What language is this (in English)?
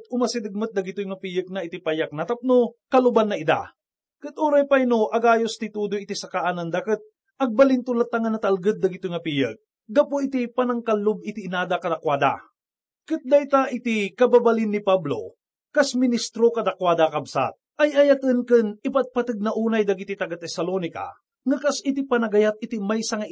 Iloko